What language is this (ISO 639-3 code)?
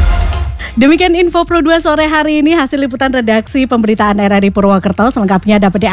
ind